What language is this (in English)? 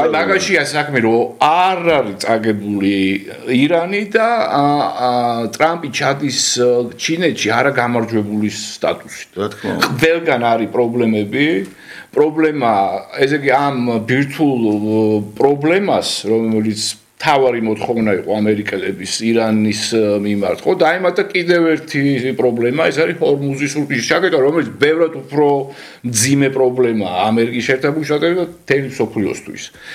Georgian